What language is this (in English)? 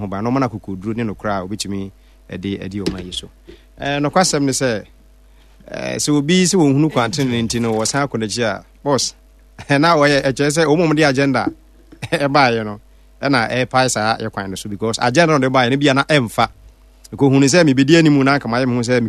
Akan